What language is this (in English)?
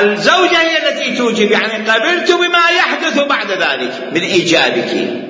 Mesopotamian Arabic